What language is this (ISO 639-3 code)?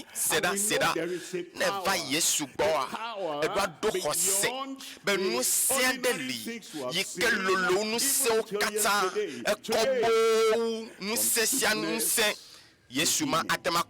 ewe